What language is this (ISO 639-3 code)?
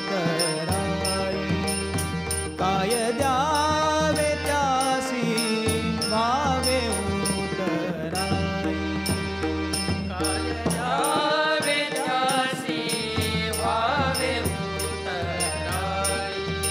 mar